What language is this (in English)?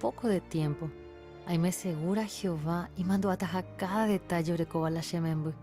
Guarani